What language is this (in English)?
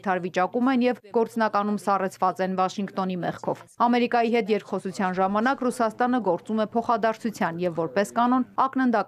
Armenian